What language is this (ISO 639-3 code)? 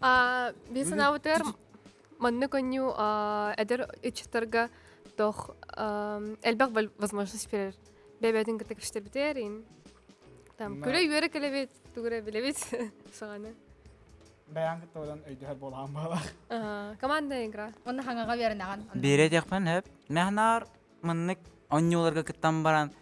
sah